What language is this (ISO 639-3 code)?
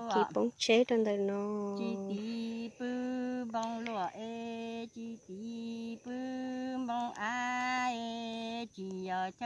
hmn